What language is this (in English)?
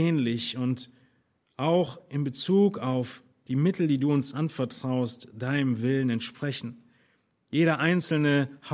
German